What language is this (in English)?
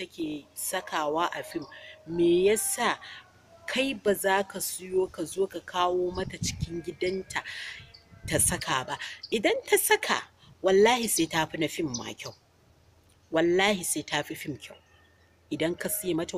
Hausa